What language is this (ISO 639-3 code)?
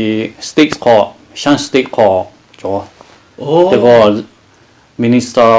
lhu